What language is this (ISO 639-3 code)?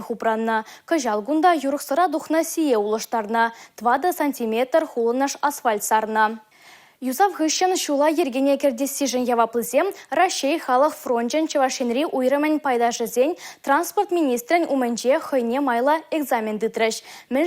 chv